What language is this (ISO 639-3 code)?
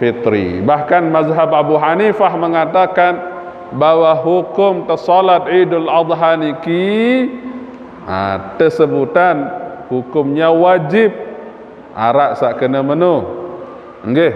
sas